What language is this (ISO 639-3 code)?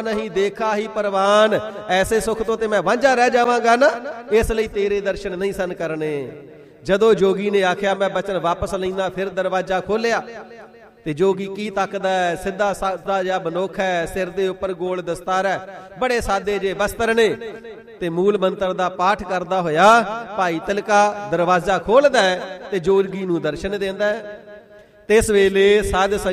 pan